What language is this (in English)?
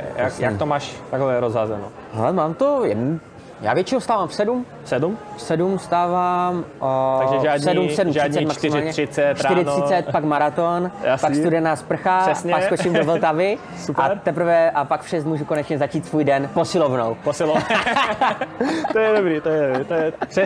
Czech